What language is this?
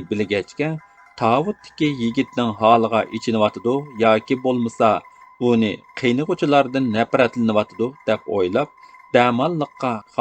Uyghur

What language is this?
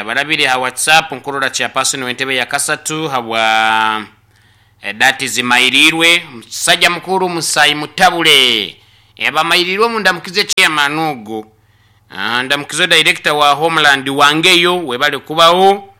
Nyankole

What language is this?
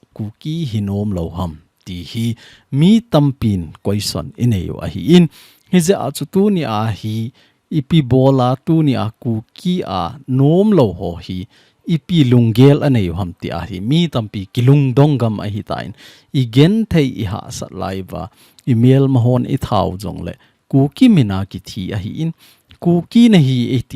Thado Chin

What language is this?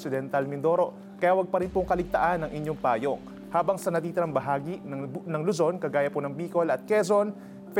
Filipino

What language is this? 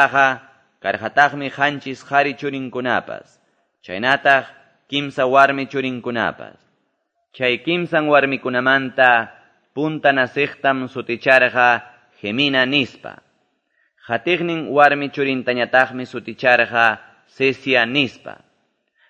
Quechua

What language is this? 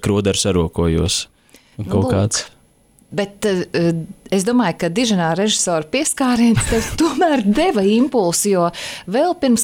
Latvian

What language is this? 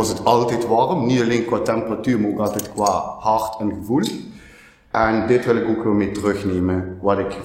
Limburgish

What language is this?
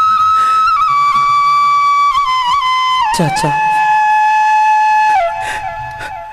Bhojpuri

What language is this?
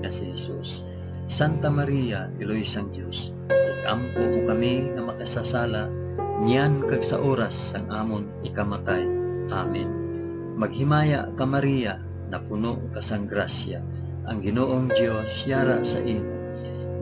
Hiligaynon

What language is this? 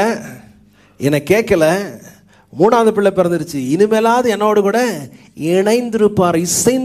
Tamil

